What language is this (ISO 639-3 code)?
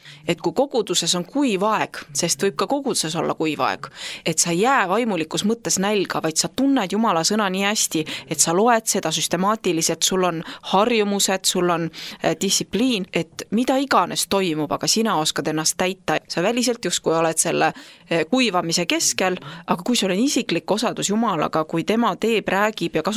est